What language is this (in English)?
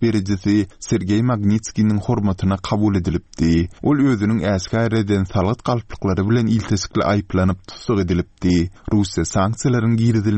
Turkmen